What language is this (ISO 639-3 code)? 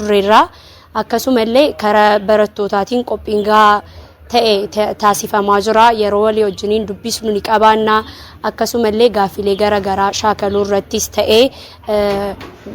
orm